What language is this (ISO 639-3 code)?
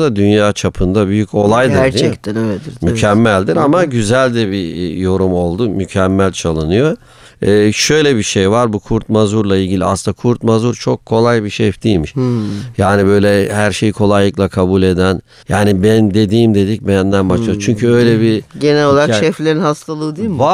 tur